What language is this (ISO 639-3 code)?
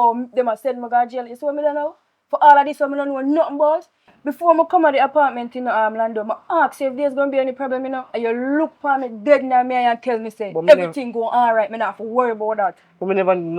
jam